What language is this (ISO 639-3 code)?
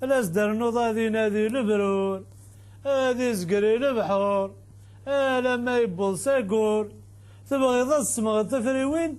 kab